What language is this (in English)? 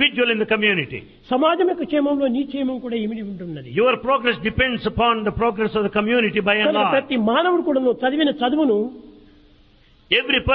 Telugu